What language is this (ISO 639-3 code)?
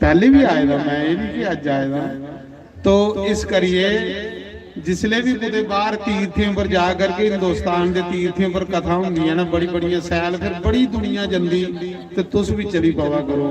doi